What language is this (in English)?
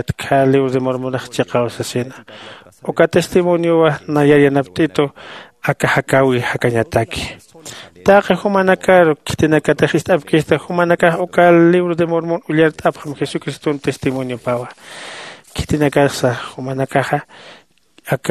Aymara